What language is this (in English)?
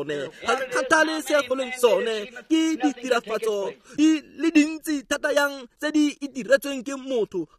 Tswana